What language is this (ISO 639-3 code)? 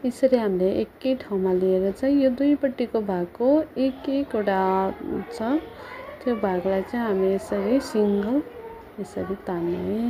nep